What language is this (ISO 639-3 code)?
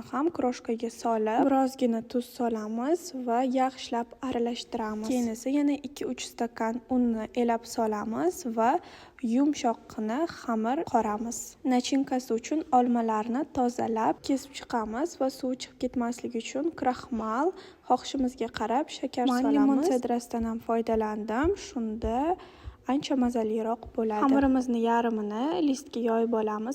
uzb